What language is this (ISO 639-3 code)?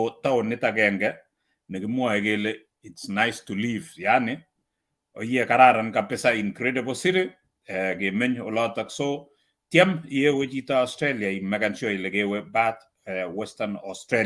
kln